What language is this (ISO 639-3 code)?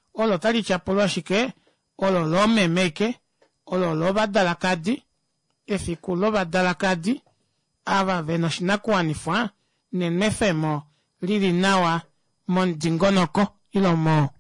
kua